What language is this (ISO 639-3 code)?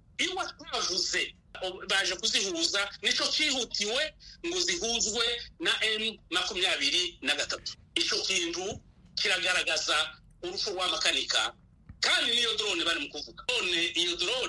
kin